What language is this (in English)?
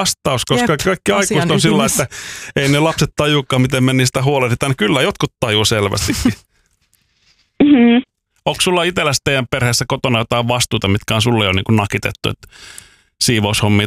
Finnish